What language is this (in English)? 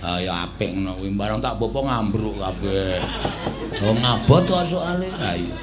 Javanese